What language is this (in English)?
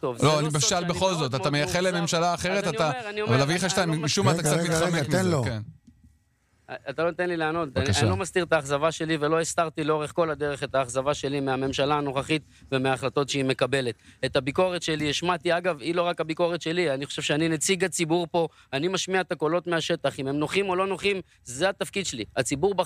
Hebrew